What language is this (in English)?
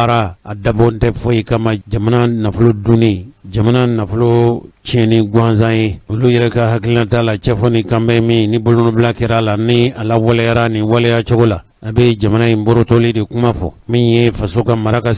Bambara